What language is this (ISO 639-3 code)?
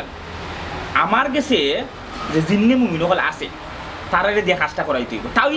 syl